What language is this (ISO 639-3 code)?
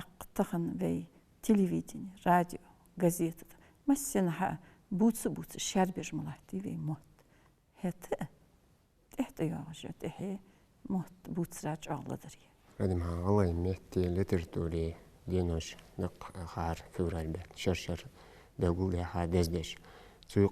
inh